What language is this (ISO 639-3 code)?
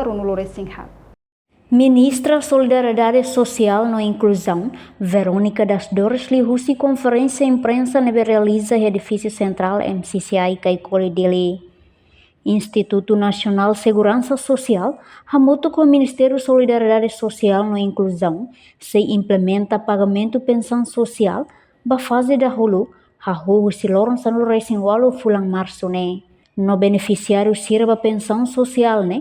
tet